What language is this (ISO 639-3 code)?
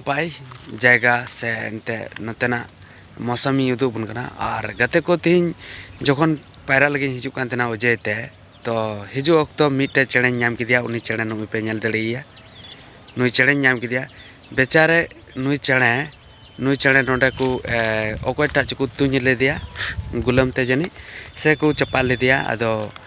sat